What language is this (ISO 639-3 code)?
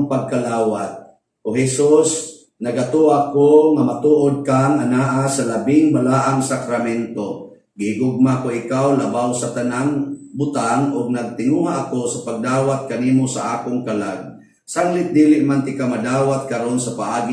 ceb